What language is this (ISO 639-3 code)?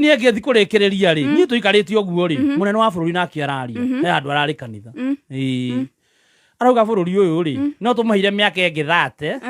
kik